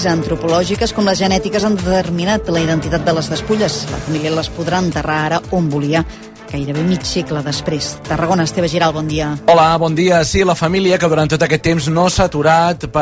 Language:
Catalan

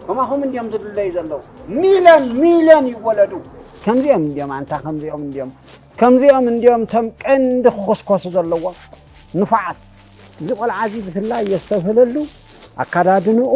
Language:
Tigrinya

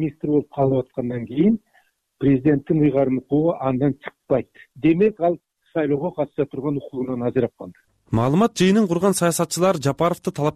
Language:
Kyrgyz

